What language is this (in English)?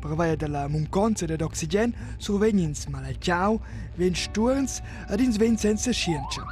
Romansh